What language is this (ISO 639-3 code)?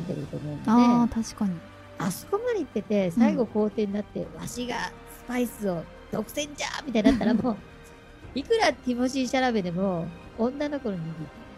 jpn